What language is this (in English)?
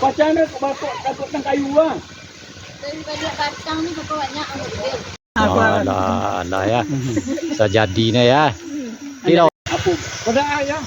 Minangkabau